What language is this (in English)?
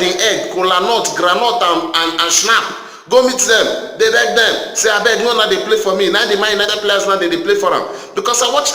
Nigerian Pidgin